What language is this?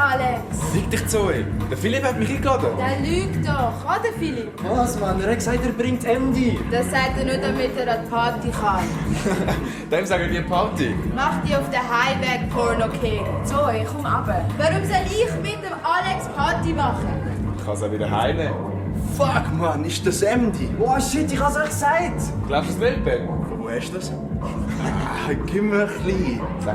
Swiss German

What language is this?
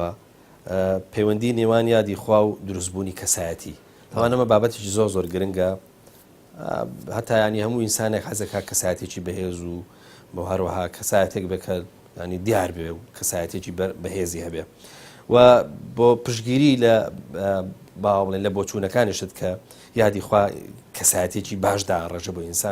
Central Kurdish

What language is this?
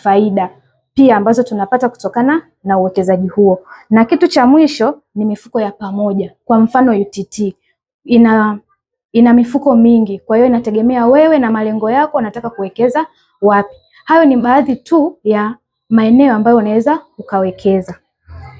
Swahili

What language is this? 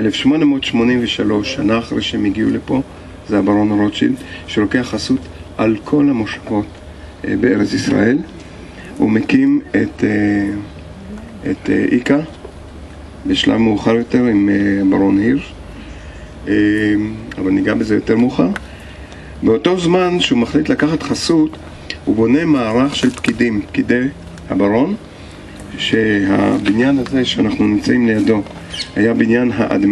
Hebrew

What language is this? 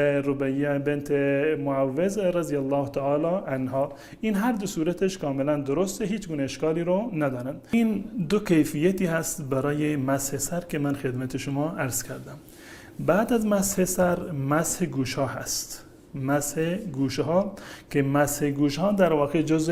Persian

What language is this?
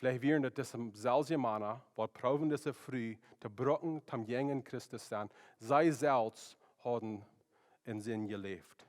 Plautdietsch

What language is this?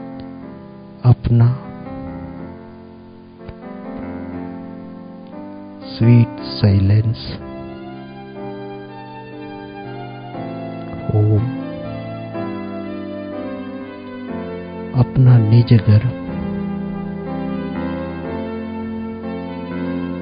Hindi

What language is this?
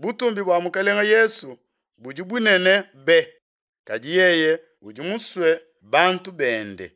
Luba-Lulua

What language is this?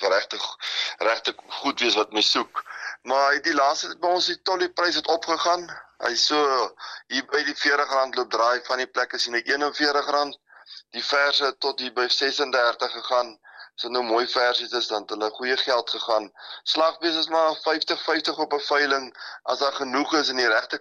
Afrikaans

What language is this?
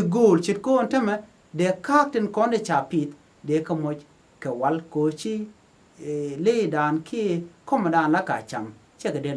Nuer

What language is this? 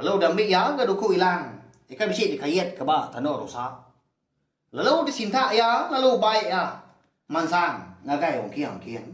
Iban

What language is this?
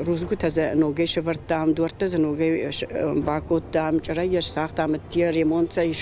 Ossetic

